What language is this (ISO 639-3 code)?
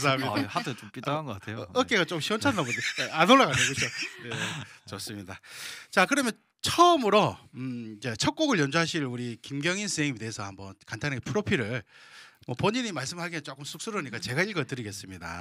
kor